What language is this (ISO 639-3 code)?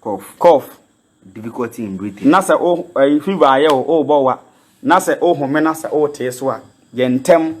aka